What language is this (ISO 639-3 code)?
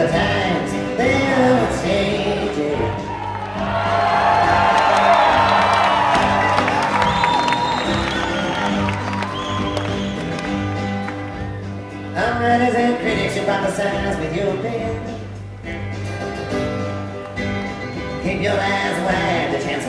eng